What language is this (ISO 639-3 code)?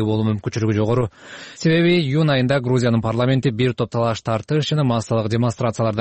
kir